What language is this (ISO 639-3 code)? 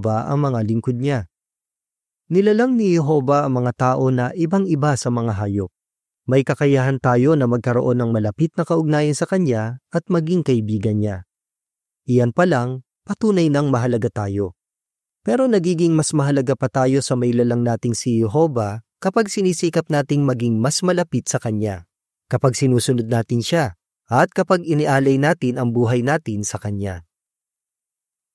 fil